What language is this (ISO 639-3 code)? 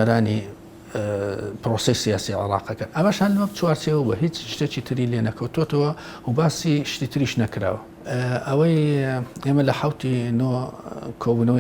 ckb